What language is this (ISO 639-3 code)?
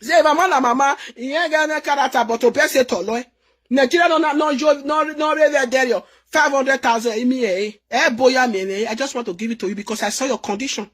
pcm